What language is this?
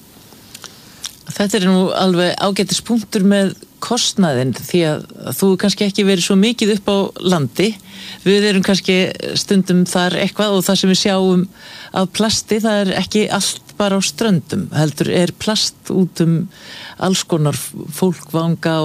Icelandic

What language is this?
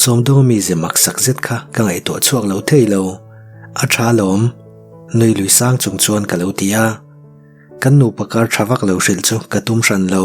Mizo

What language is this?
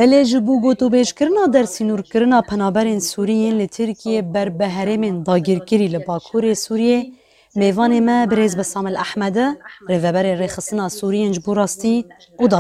Kurdish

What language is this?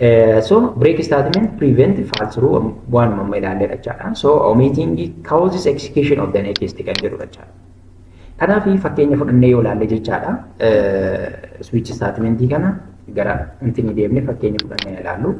Oromo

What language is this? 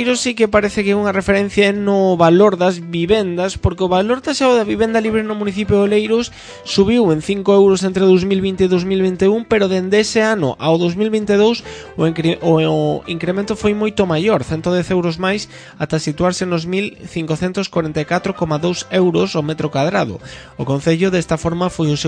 Galician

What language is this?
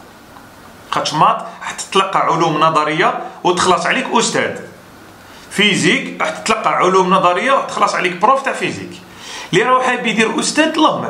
Algerian Arabic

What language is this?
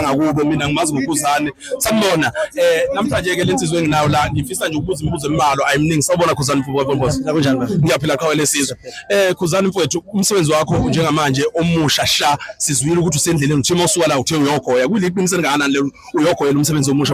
Zulu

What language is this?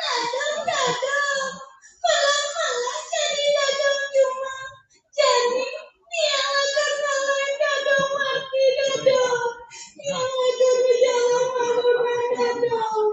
Balinese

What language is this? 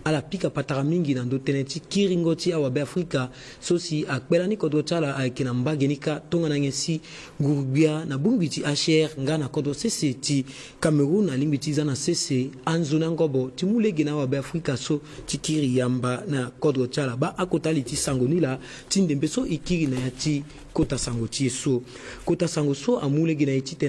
Sango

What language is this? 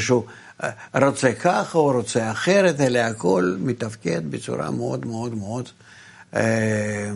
Hebrew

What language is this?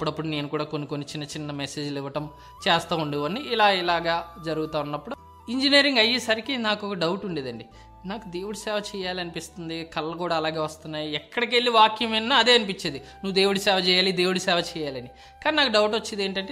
Telugu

